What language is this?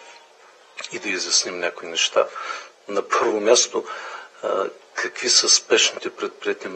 Bulgarian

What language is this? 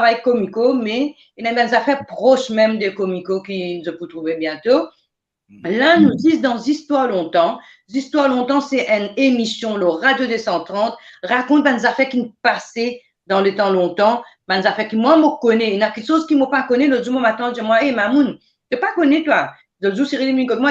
Morisyen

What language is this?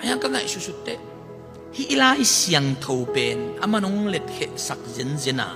Tedim Chin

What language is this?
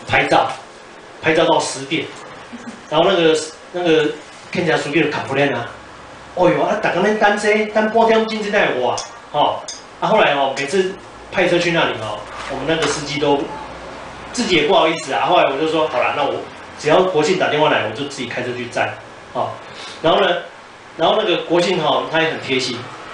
Chinese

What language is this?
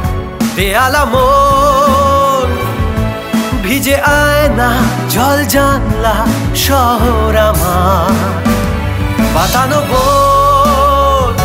Bangla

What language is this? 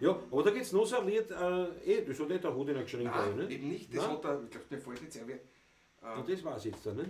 Bavarian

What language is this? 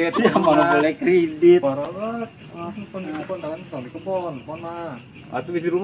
Betawi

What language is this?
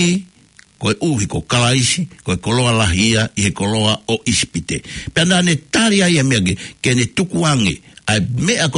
Tongan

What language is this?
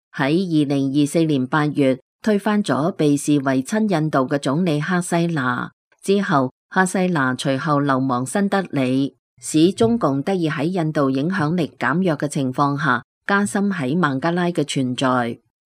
Cantonese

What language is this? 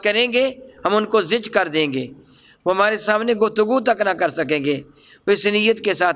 Urdu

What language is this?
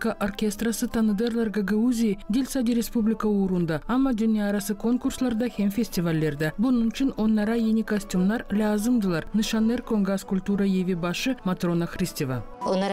Gagauz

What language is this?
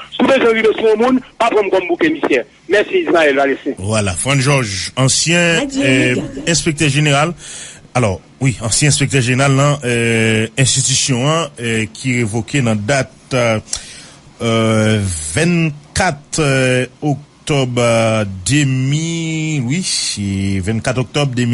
Haitian Creole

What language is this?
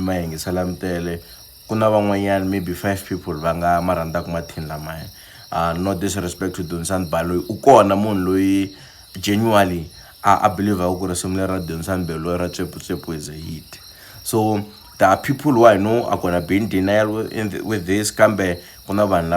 Tsonga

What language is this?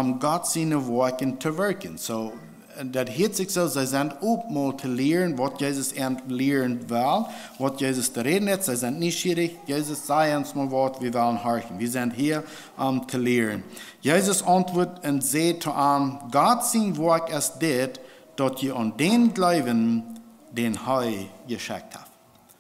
Plautdietsch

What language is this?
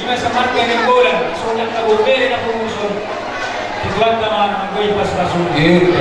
Batak Toba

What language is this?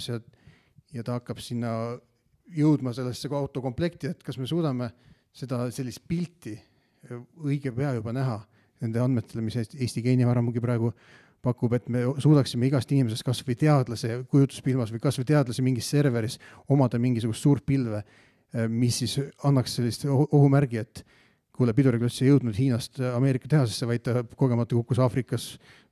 Estonian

